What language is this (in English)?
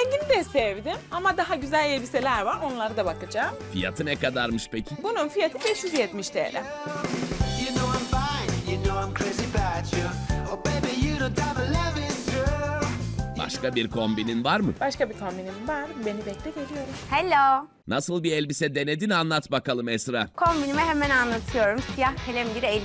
Turkish